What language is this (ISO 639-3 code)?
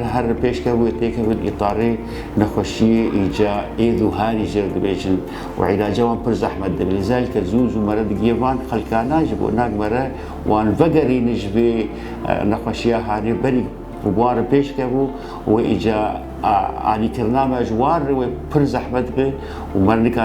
kur